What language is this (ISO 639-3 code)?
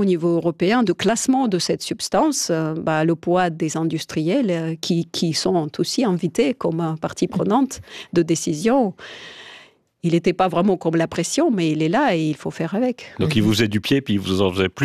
fra